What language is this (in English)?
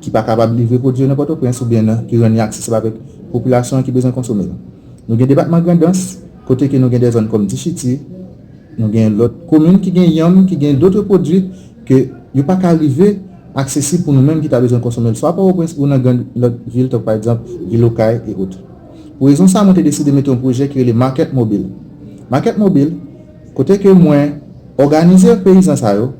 Haitian Creole